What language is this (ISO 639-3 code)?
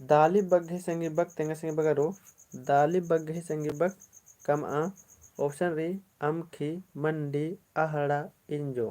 kru